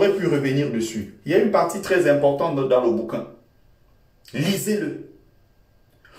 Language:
French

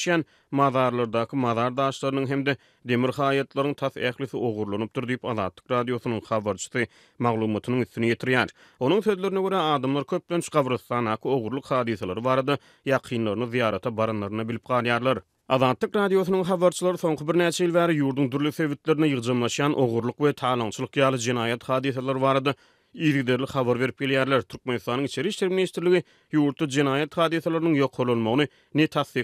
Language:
Turkmen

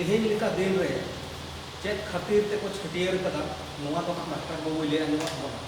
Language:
Santali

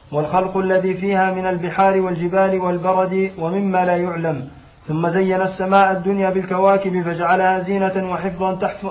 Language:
Arabic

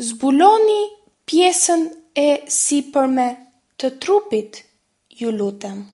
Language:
Albanian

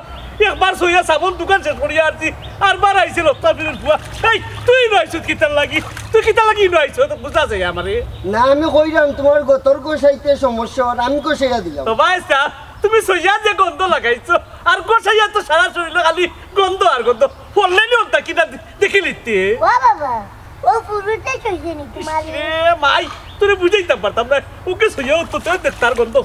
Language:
Sylheti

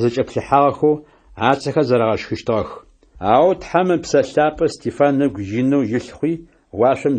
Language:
Adyghe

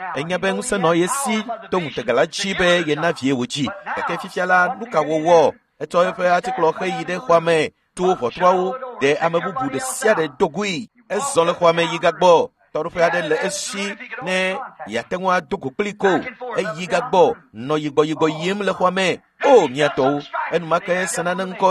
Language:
Ewe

